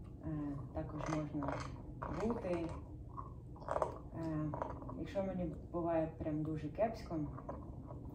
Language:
Ukrainian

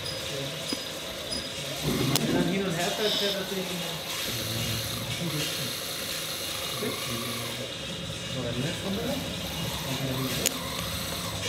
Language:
German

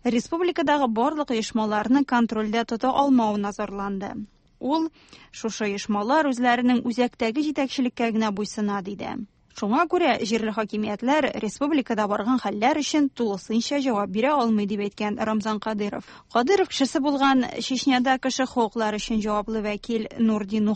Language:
Tatar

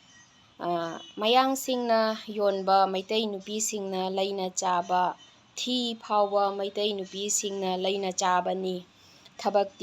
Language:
Manipuri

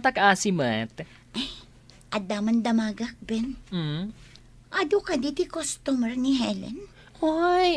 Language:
Iloko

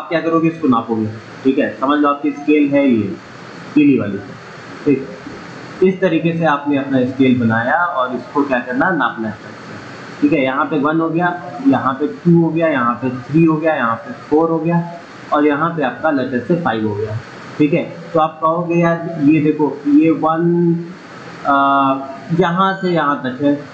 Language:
Hindi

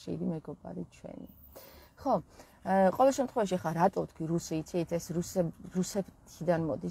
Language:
Georgian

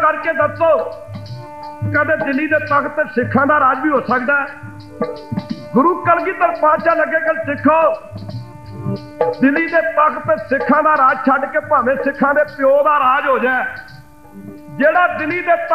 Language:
Punjabi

